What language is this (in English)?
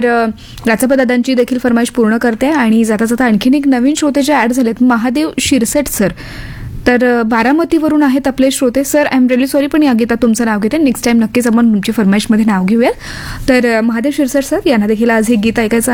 Marathi